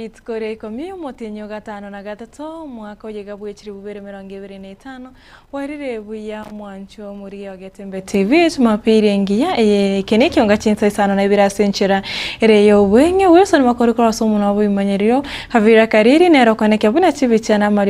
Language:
Gusii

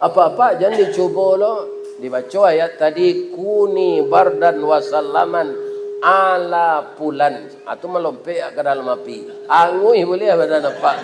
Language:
Minangkabau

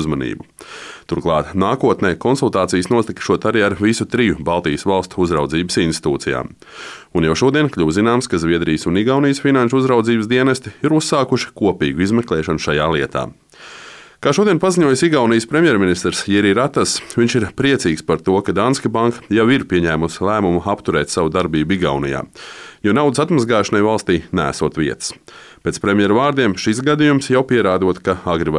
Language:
Latvian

